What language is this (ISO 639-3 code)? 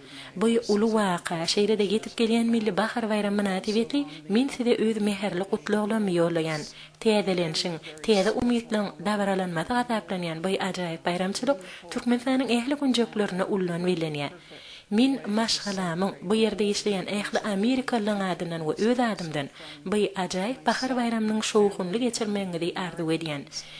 tuk